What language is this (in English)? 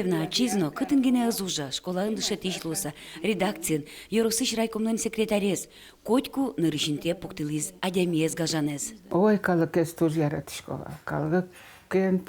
Udmurt